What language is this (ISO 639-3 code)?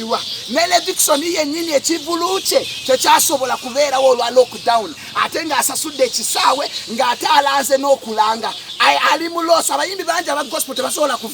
lug